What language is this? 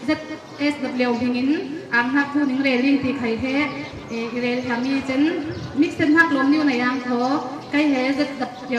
Falam Chin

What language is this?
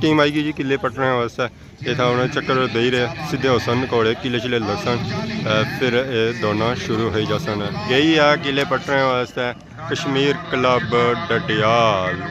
Pahari-Potwari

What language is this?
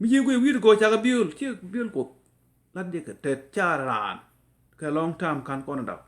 Nuer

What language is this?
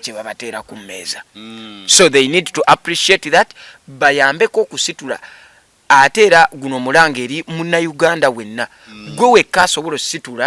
Ganda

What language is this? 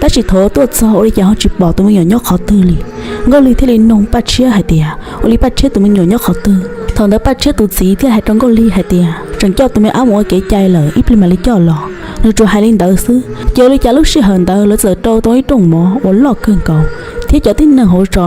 Hmong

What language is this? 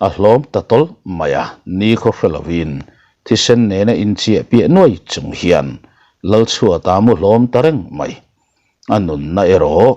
Mizo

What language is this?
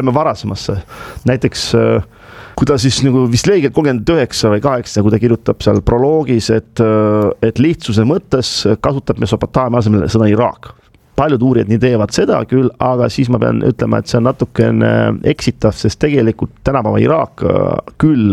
Estonian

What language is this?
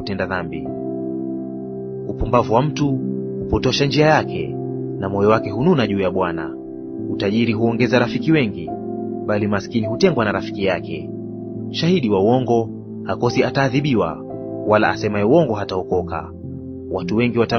Swahili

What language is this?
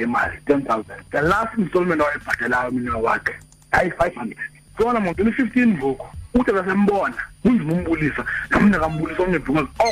Xhosa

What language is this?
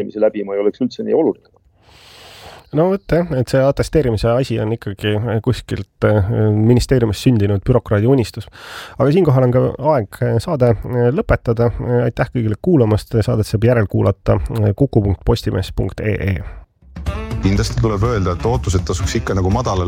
Estonian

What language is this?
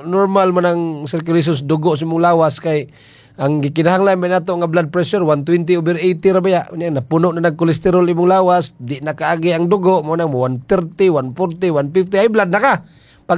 Cebuano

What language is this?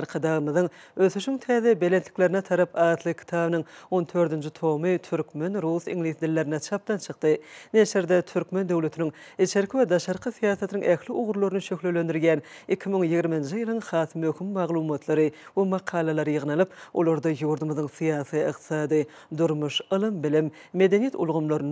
Turkmen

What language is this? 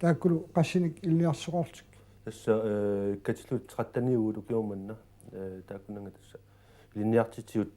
Kalaallisut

